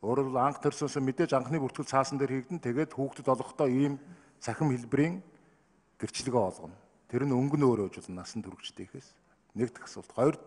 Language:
Mongolian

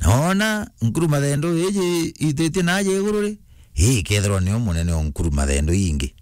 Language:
Meru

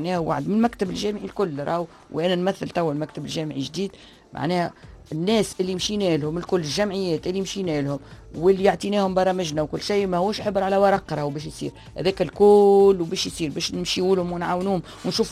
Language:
Tunisian Arabic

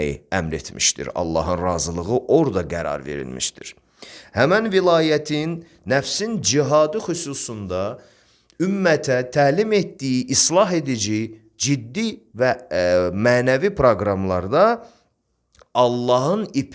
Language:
Azerbaijani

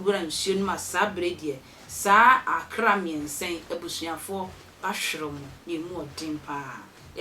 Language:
Akan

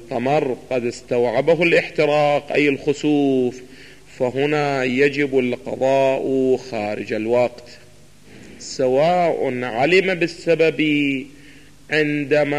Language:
Arabic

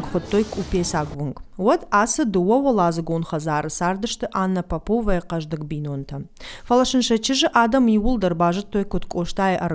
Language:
Ossetic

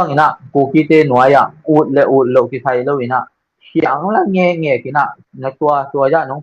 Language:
Tedim Chin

